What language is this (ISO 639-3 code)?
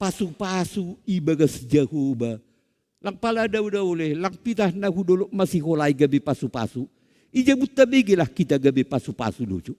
bts